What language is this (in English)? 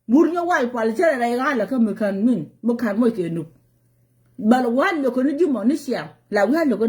Nuer